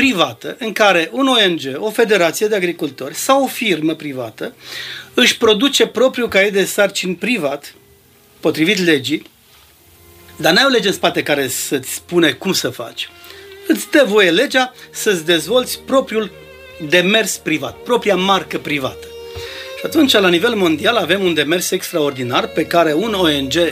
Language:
Romanian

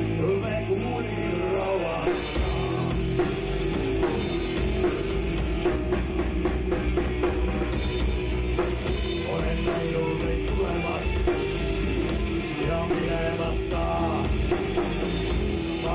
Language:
Estonian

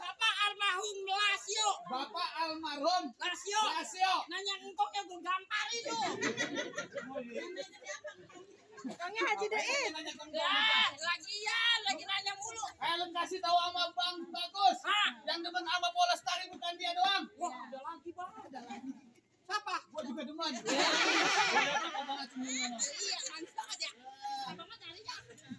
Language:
Betawi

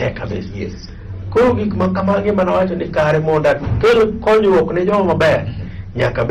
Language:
Luo (Kenya and Tanzania)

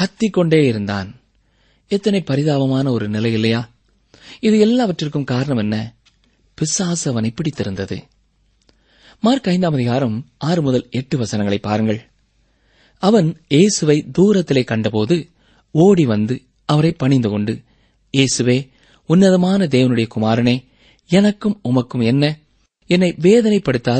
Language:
Tamil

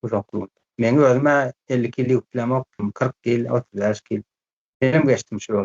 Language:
Turkmen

